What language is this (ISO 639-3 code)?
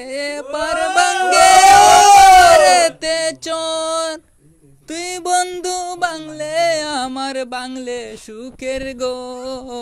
syl